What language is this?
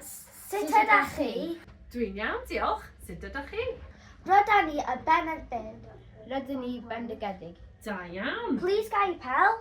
Welsh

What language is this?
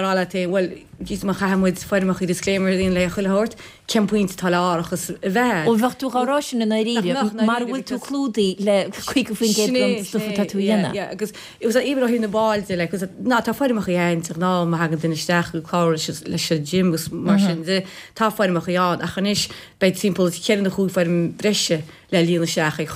Irish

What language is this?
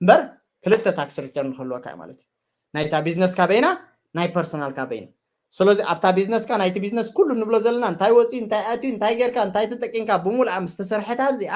Tigrinya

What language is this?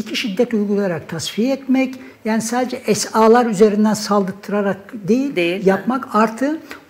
Turkish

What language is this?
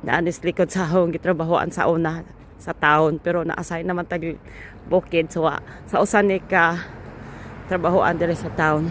Cebuano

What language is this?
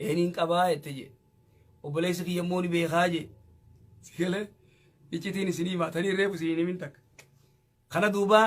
Oromo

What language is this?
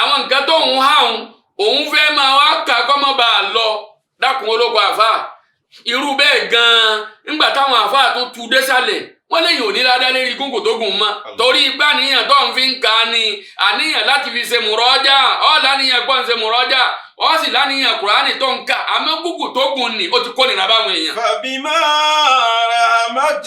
Yoruba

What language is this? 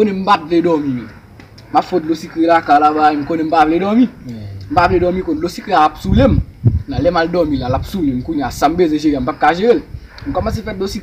Haitian Creole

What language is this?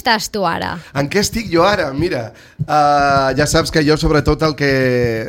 Catalan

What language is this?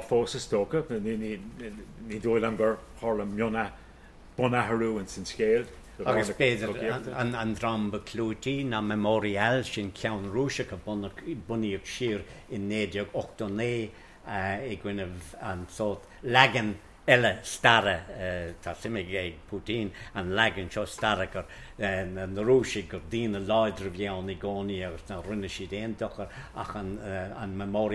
Irish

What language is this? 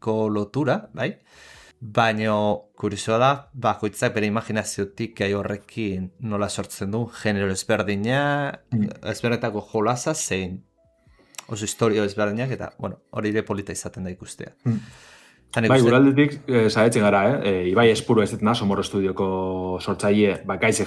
Basque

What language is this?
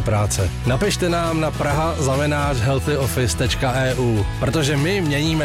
Czech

